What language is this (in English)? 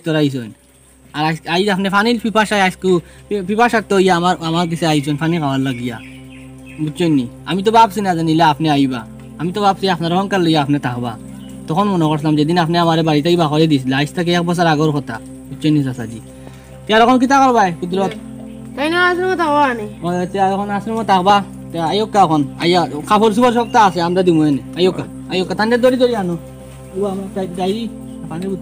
Sylheti